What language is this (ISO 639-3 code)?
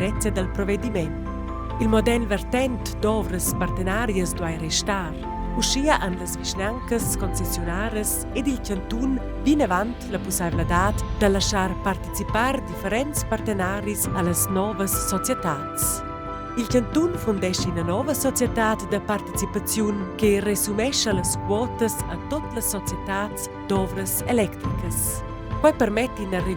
roh